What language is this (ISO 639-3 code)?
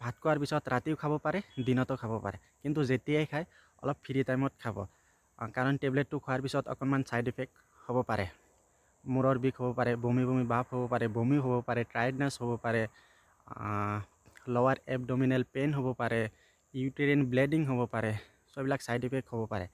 asm